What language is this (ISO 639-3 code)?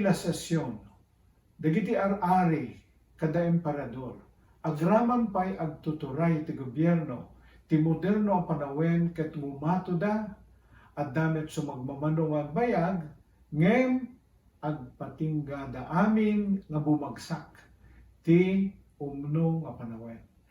ilo